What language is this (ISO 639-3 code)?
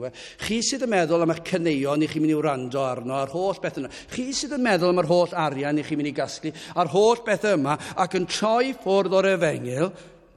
cym